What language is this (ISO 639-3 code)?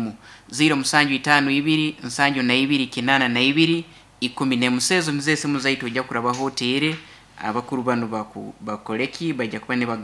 nyn